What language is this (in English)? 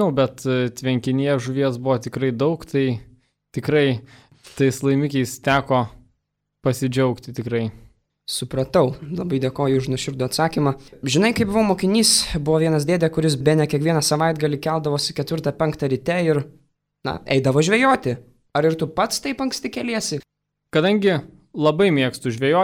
Lithuanian